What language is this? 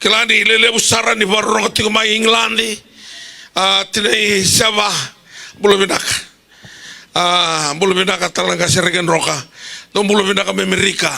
Fijian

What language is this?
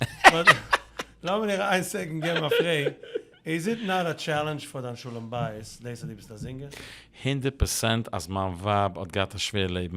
Yiddish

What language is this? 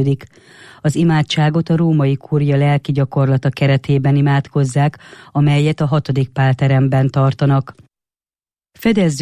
Hungarian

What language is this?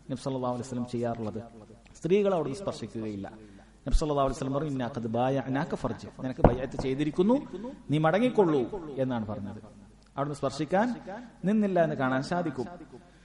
Malayalam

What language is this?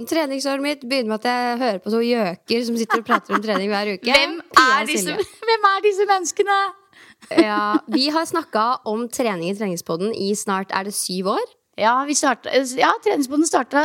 Norwegian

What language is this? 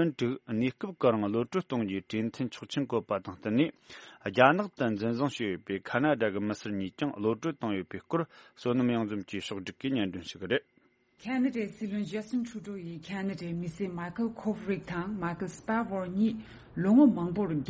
Tibetan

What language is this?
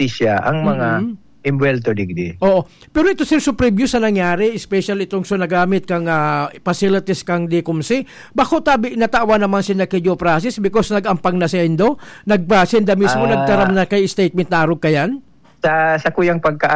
Bikol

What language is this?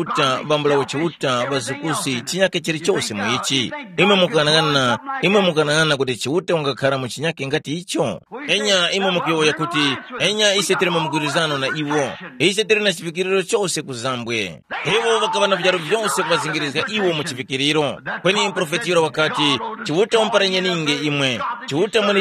Tumbuka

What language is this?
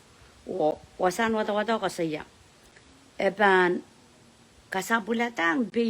Pohnpeian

